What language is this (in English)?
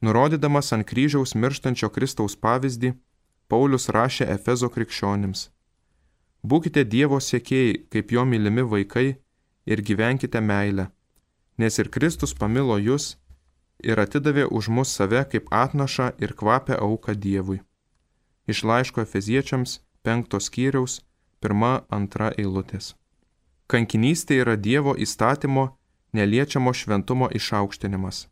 Lithuanian